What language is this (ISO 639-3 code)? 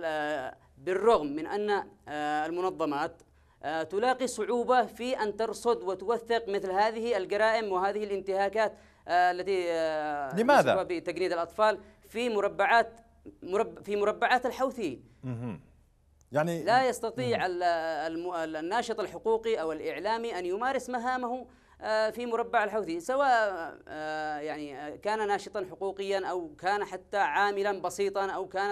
ara